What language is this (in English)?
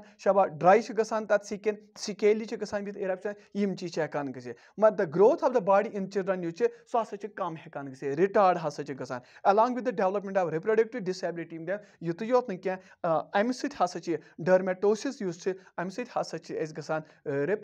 Kashmiri